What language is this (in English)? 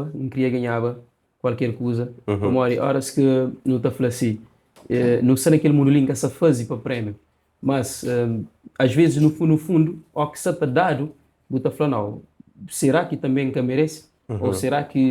Kabuverdianu